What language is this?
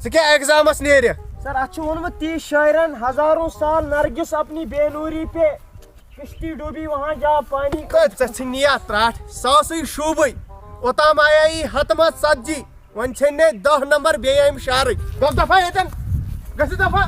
Kashmiri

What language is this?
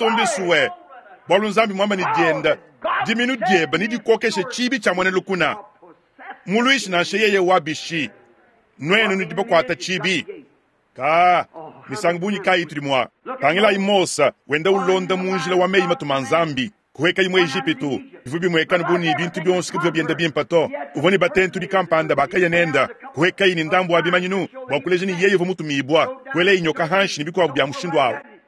Luba-Lulua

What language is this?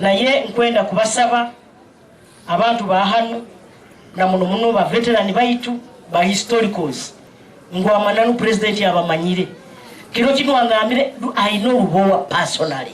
Nyankole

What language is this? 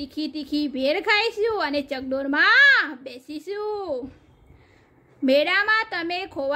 Gujarati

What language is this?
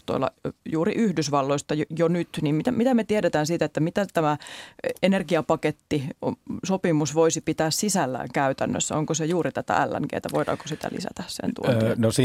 Finnish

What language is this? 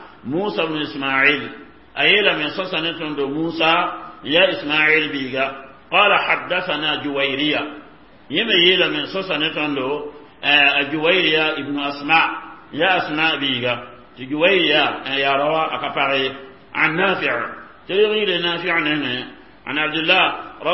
Mossi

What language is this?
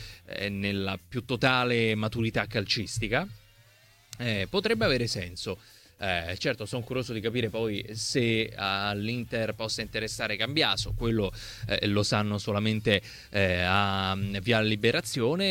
Italian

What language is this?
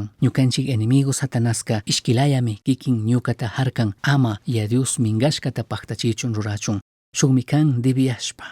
Chimborazo Highland Quichua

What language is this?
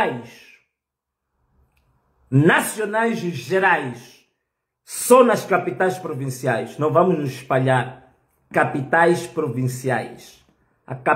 Portuguese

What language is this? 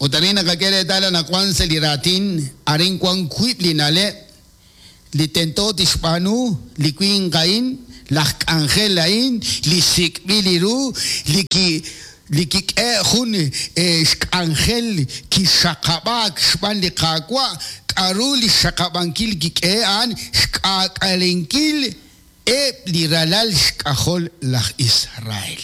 Kekchí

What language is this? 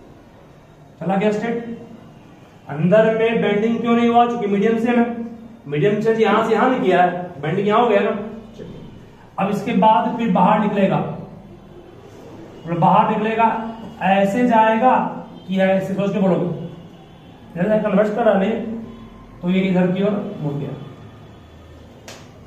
Hindi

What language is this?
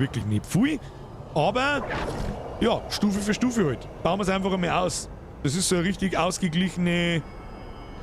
Bavarian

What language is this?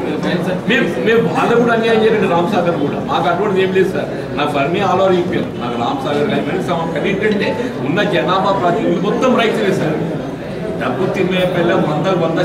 Telugu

